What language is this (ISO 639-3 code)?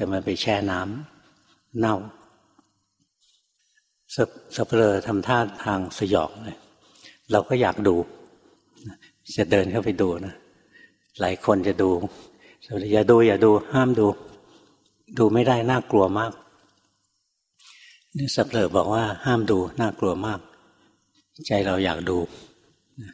tha